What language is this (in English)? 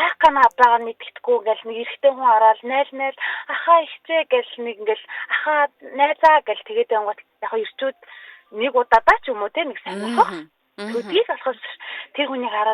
Mongolian